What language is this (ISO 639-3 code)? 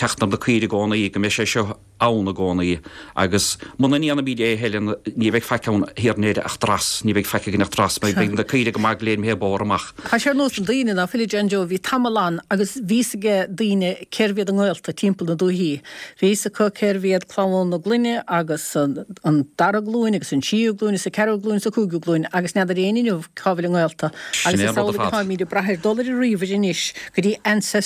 gle